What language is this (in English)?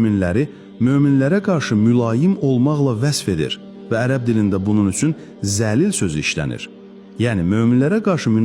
Azerbaijani